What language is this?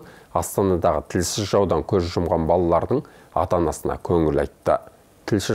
Kazakh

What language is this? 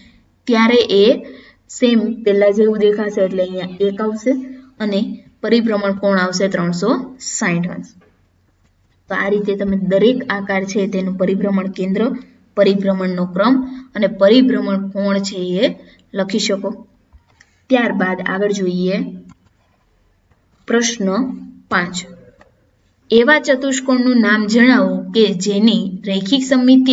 Gujarati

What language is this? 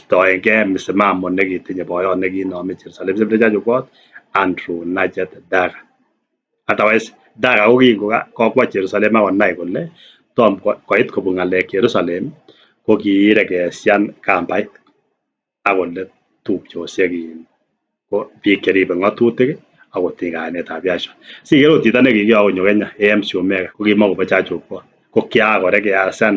Kalenjin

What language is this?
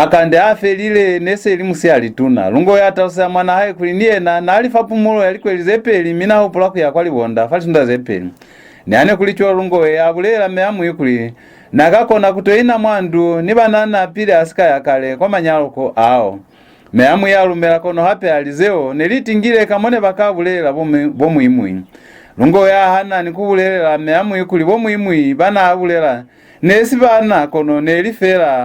Lozi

